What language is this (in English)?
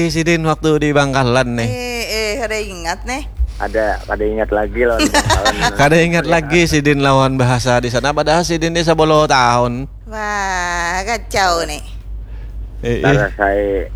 Banjar